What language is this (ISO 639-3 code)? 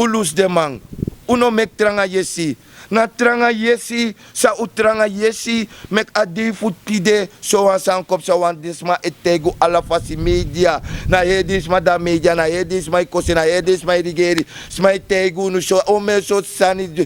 srn